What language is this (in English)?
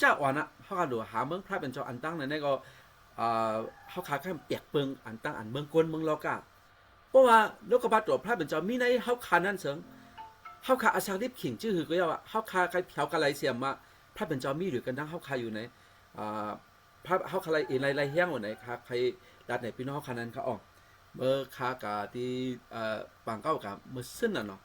Shan